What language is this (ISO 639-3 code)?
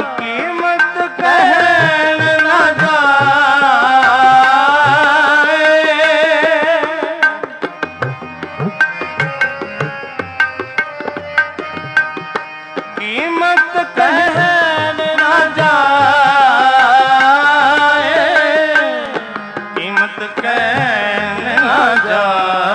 pan